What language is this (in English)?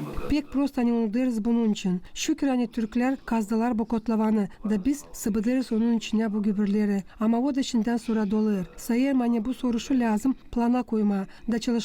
Gagauz